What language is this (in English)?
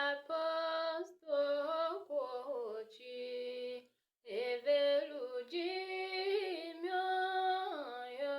Tiv